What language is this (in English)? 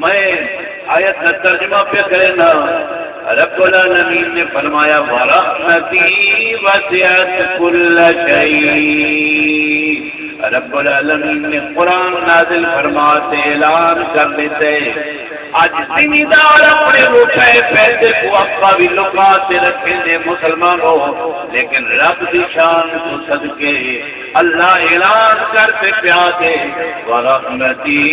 Saraiki